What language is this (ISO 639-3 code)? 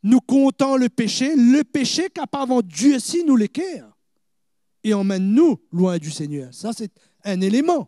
mfe